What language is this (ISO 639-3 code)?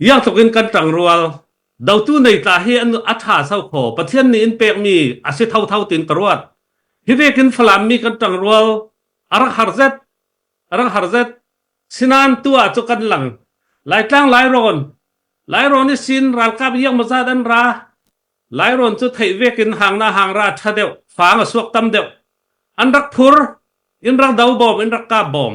cfm